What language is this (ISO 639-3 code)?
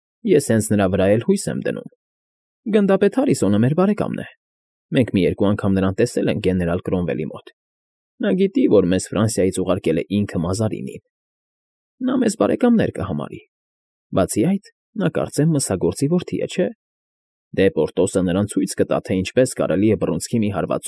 hye